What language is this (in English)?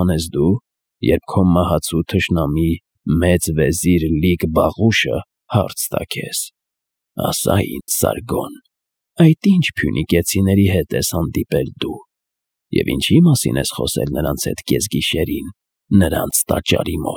Armenian